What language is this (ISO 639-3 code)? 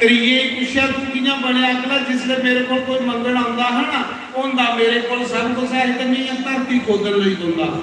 doi